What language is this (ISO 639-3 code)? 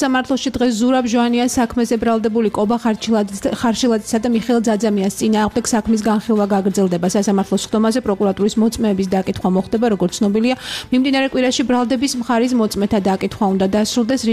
kat